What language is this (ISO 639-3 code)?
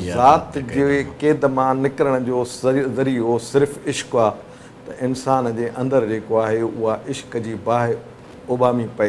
snd